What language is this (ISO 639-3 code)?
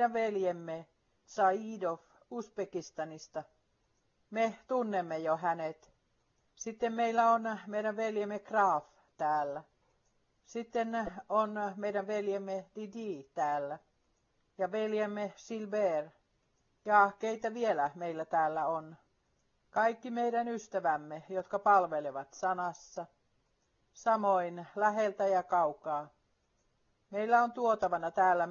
fin